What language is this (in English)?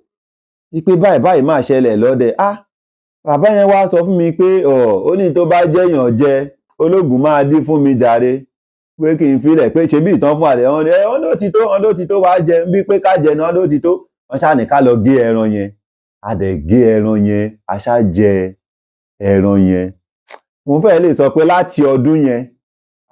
Yoruba